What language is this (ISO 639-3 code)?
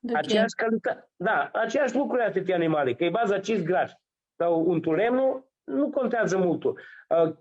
rup